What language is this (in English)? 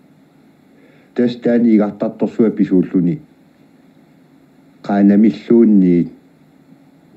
Kalaallisut